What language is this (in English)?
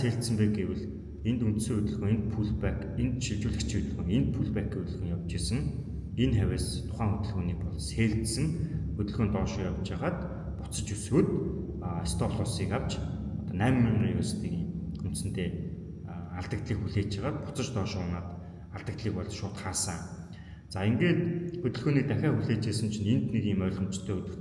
Mongolian